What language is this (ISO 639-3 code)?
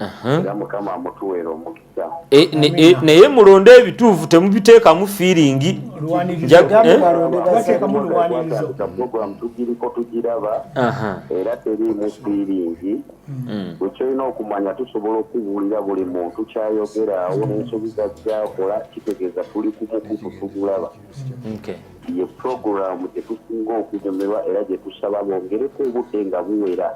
lug